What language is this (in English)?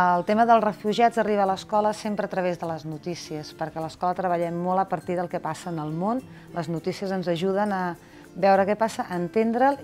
Catalan